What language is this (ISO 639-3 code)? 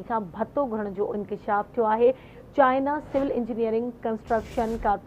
snd